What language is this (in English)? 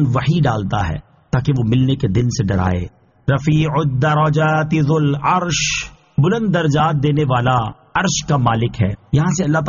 Urdu